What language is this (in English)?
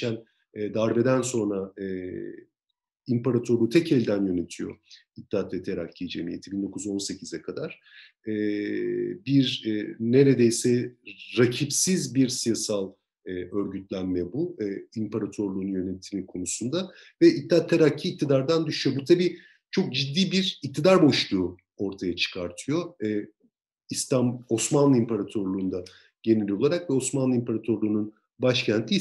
Turkish